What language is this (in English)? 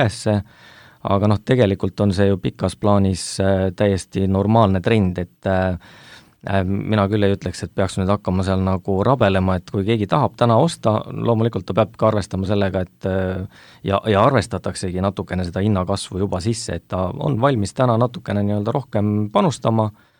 Estonian